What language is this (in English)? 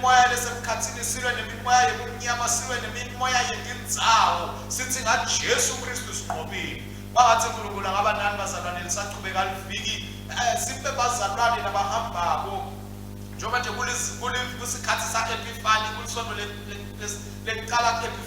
Swati